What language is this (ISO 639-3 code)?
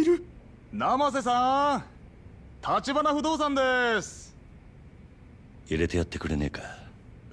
jpn